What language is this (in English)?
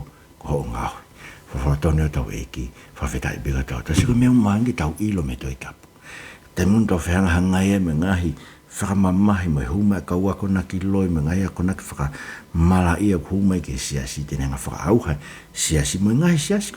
Tongan